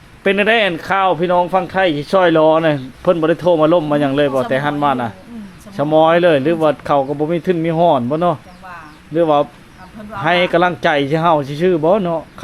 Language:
Lao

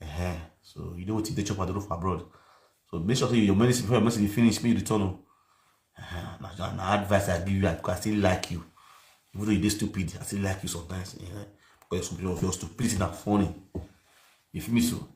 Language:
Nigerian Pidgin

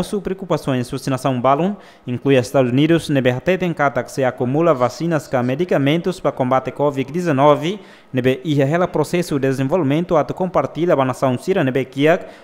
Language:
Tetum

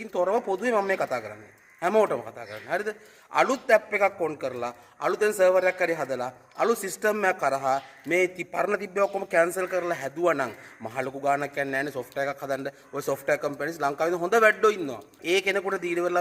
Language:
Sinhala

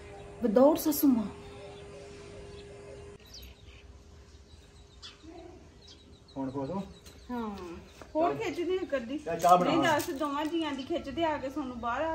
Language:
Punjabi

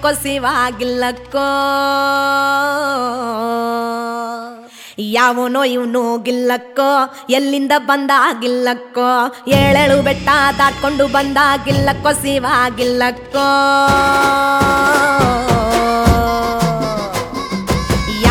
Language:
Kannada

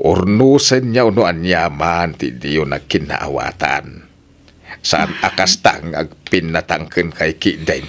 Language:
Iloko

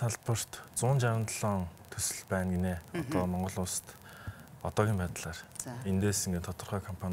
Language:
Mongolian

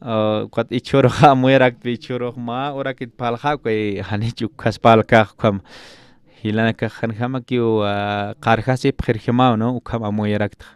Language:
Aymara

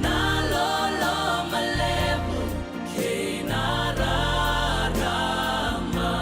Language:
Fijian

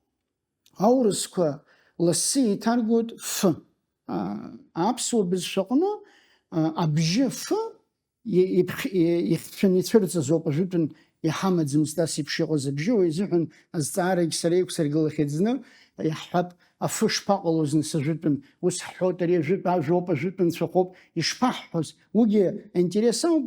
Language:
Abkhazian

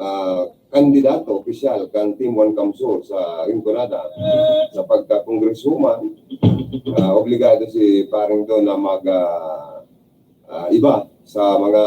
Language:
Bikol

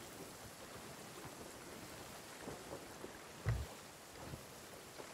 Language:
Hungarian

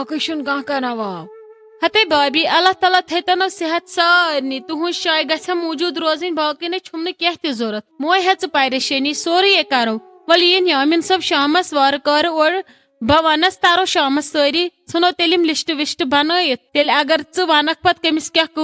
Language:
Kashmiri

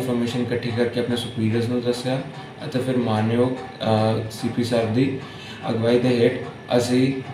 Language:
Punjabi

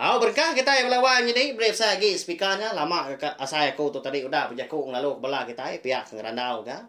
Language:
Iban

